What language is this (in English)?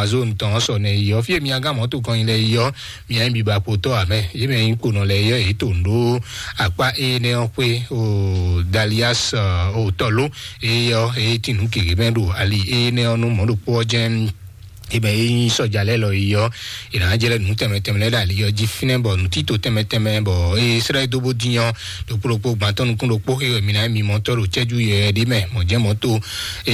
Fon